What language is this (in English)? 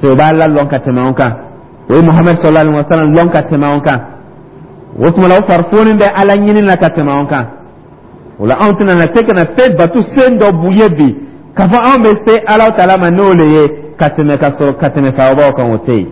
Dyula